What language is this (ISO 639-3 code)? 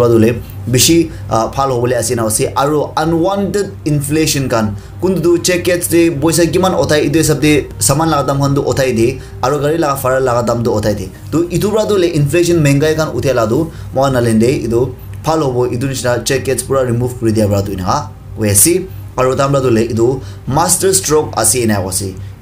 nag